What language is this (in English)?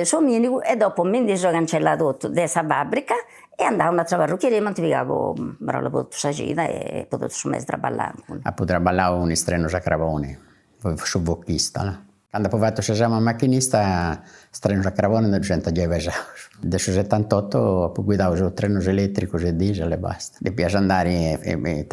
Sardinian